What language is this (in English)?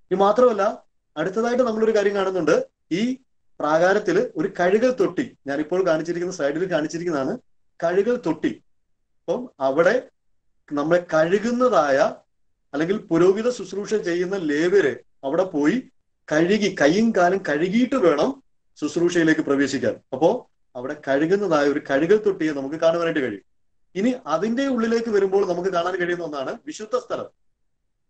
Malayalam